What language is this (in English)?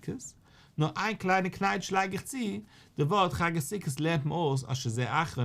Yiddish